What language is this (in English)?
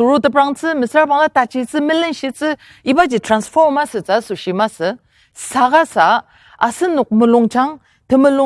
Ao Naga